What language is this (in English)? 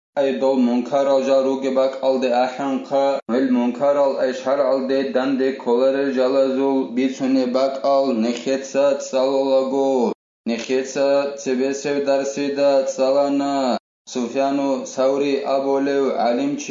Avaric